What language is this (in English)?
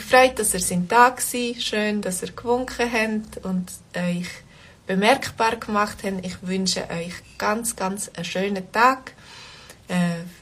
Swiss German